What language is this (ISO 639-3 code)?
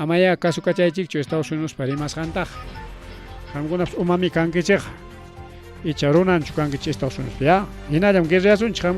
quy